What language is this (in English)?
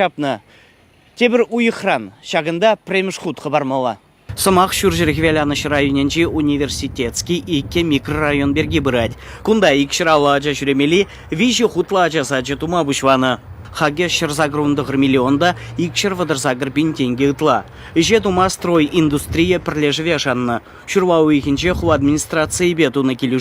Chuvash